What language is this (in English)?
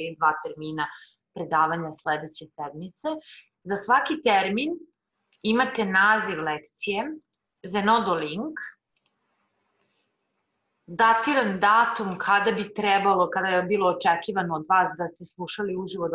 Serbian